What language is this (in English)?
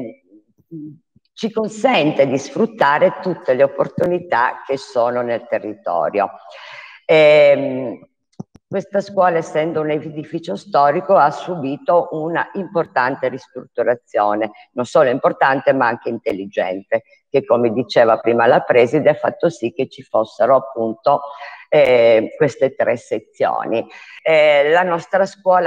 Italian